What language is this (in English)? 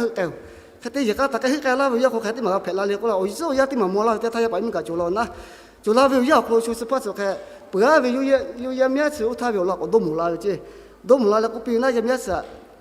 Lahu